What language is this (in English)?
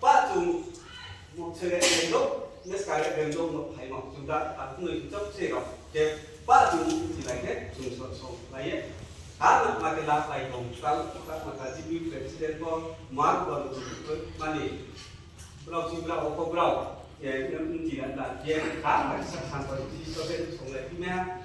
Riang (India)